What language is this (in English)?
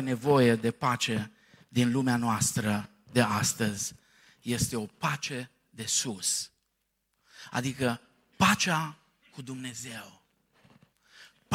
Romanian